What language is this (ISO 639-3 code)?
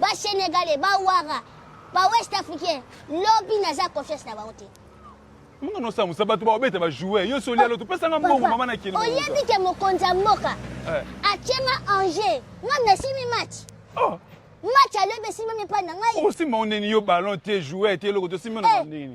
lin